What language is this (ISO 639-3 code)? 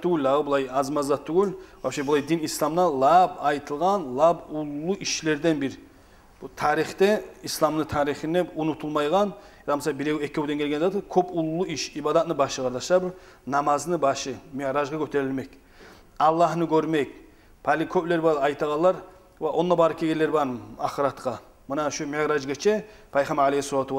kum